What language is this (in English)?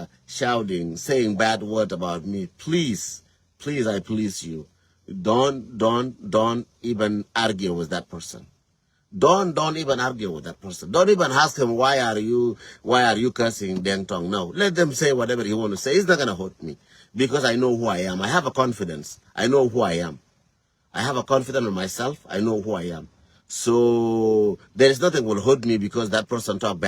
Nuer